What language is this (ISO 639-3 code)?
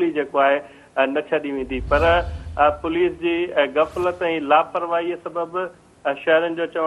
snd